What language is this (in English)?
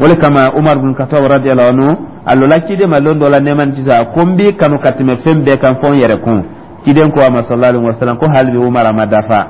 Dyula